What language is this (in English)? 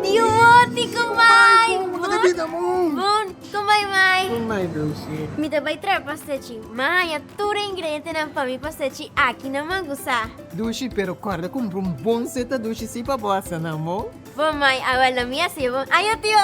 Papiamento